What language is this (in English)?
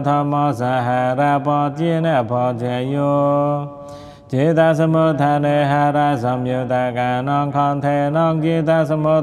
Pali